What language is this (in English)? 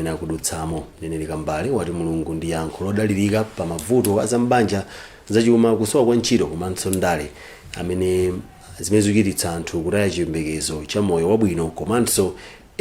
Nyanja